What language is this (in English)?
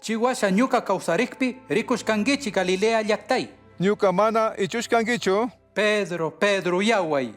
Chimborazo Highland Quichua